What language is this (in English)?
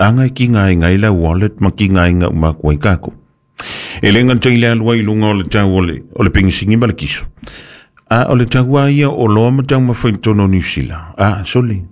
Samoan